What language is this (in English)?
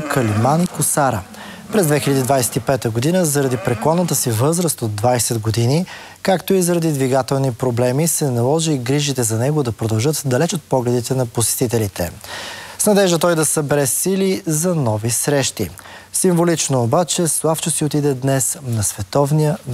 Bulgarian